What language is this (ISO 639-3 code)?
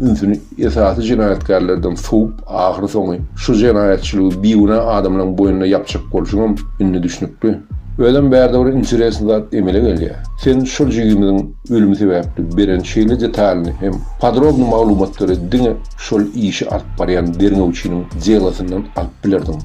tuk